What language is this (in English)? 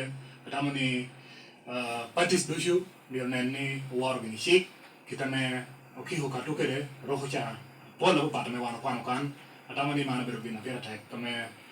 Lango (Uganda)